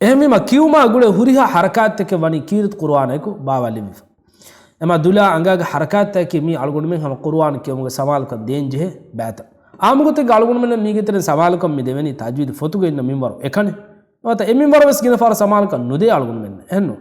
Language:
Divehi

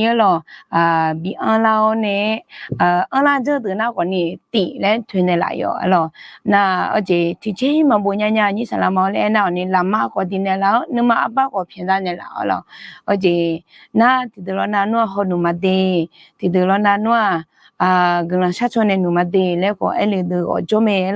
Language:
Akha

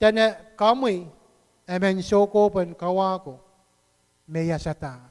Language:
Pohnpeian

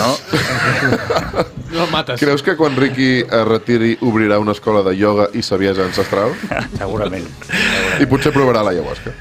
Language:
Catalan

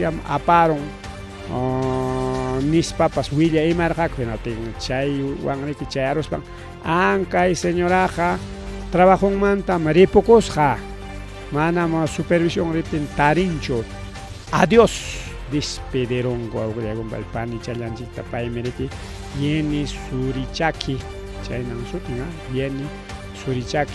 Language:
Ayacucho Quechua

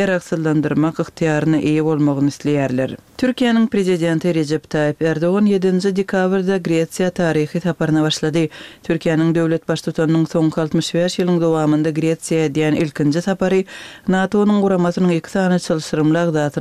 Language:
Turkmen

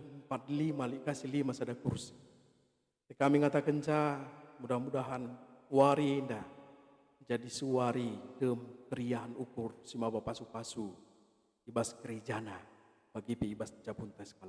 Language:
Batak Karo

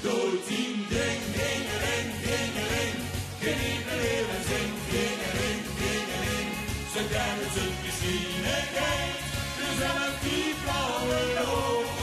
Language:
Limburgish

